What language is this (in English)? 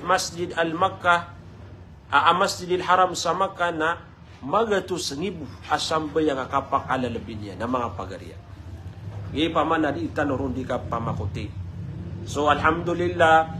Maranao